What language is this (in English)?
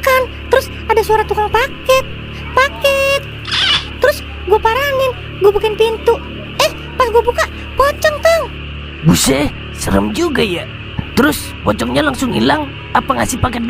Betawi